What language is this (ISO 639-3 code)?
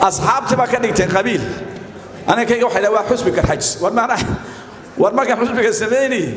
som